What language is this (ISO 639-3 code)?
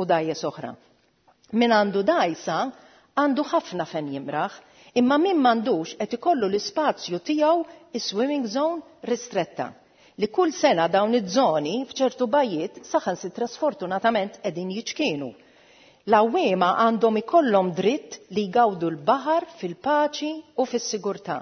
mlt